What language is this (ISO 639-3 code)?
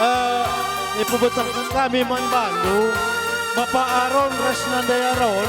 btx